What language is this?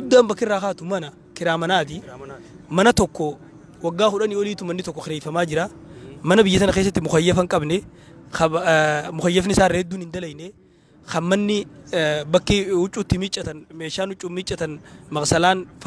Oromo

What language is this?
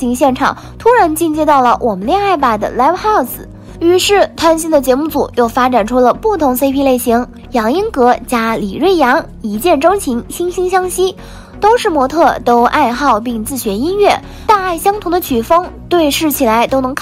Chinese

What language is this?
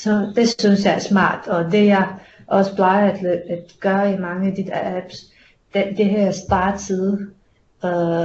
Danish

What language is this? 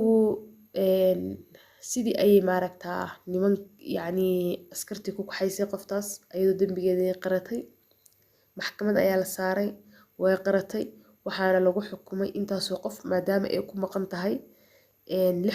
Somali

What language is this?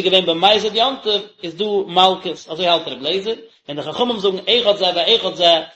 Yiddish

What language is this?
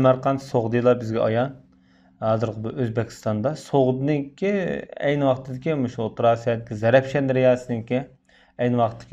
Uyghur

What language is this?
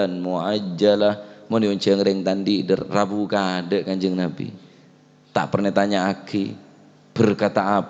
Madurese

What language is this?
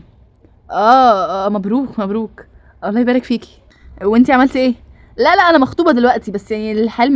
Egyptian Arabic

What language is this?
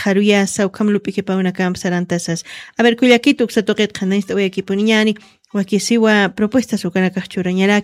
Aymara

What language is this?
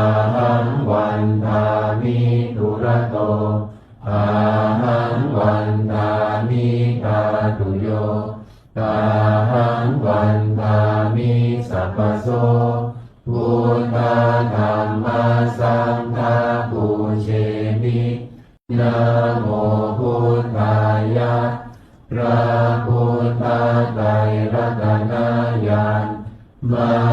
Pali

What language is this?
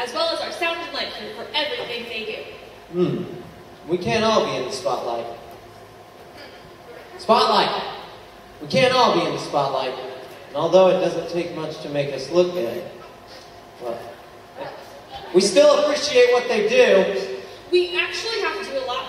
English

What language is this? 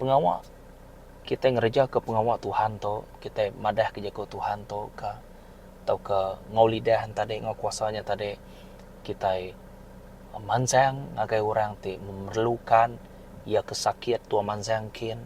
Iban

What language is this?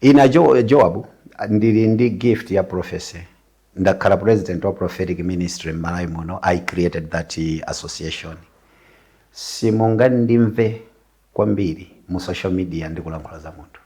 Nyanja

